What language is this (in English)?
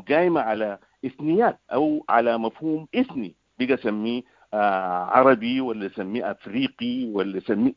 Sudanese Arabic